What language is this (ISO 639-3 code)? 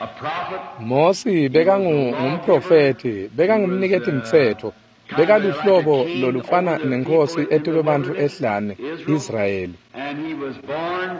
ssw